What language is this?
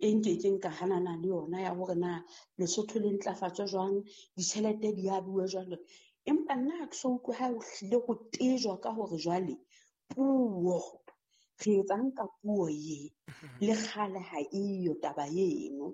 Southern Sotho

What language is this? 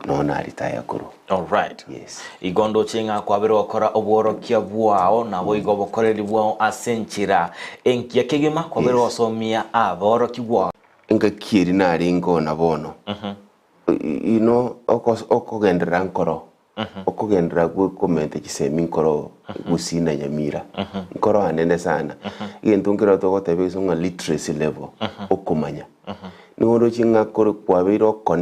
Gusii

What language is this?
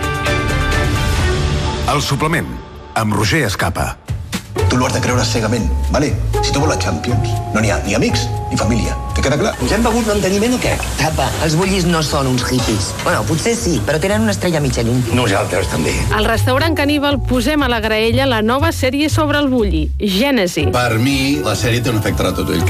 Catalan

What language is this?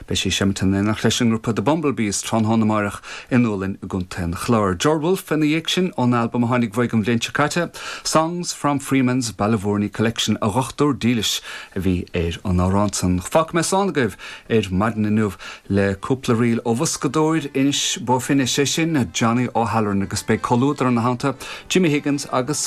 Irish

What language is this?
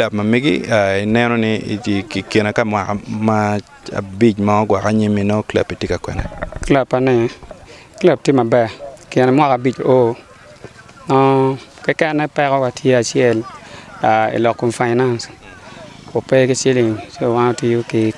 Acoli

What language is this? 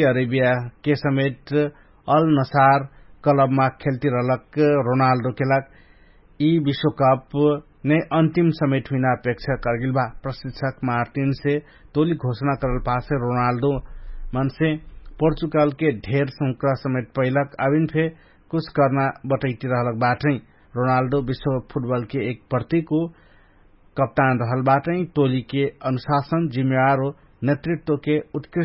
Dangaura Tharu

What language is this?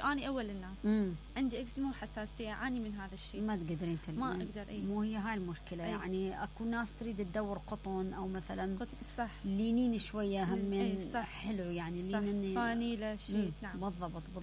Mesopotamian Arabic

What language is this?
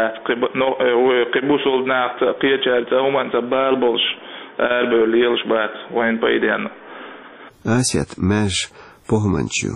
Chechen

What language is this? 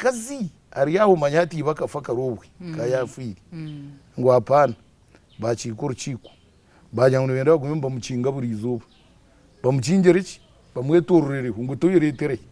Nyankole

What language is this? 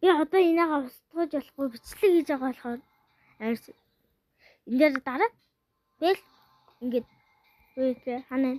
Mongolian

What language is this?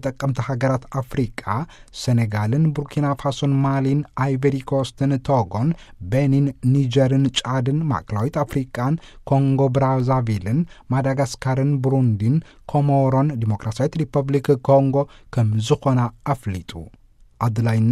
Tigrinya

